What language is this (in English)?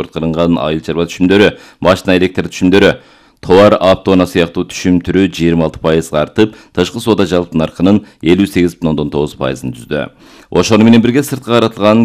Kyrgyz